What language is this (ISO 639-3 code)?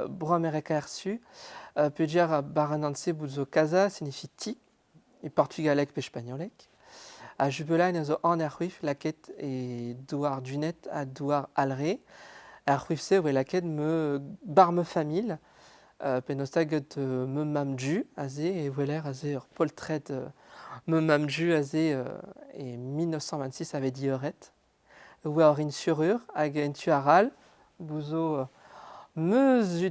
bre